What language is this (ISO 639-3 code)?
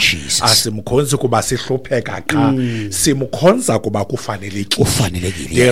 xho